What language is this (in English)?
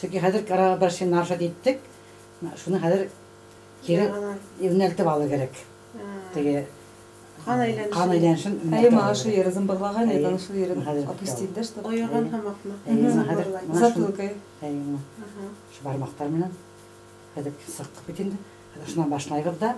Bashkir